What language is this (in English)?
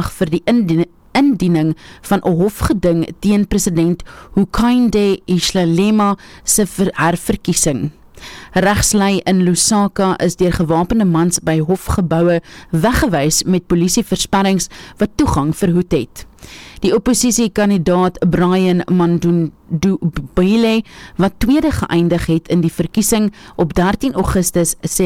Afrikaans